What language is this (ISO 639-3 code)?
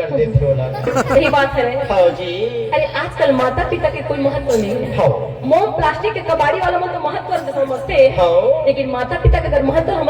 hne